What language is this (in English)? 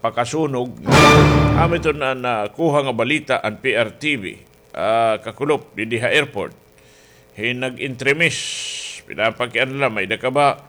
Waray